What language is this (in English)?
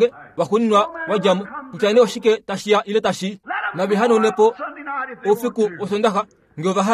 Kuanyama